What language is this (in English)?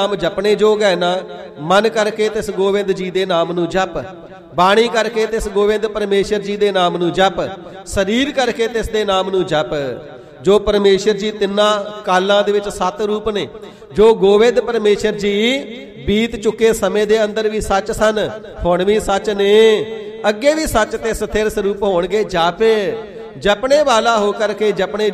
Punjabi